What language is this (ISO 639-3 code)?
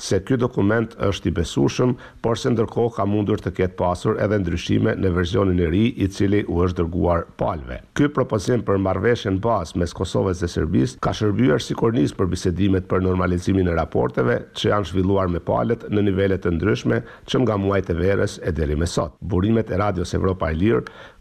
sqi